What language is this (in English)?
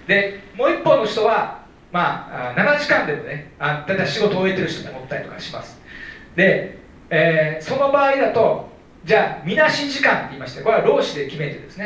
Japanese